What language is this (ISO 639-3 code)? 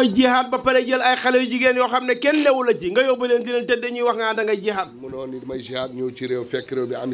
wol